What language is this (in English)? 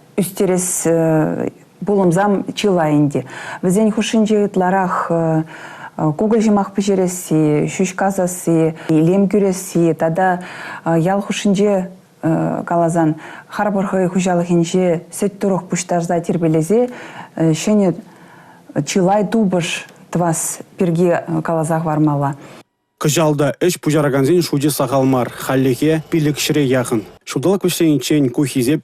Chuvash